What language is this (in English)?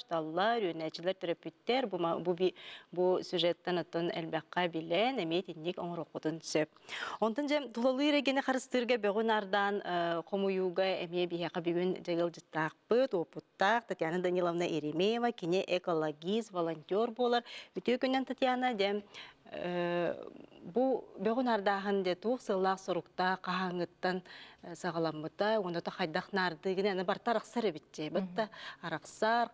Yakut